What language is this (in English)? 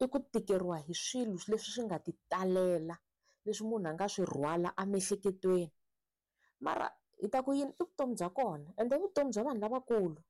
Tsonga